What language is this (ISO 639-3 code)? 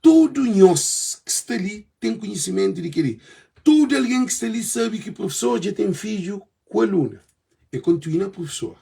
kea